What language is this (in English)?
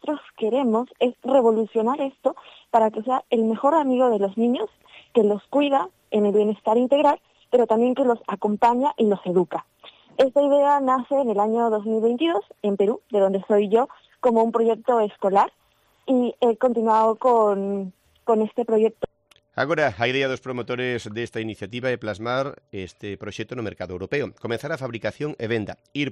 Galician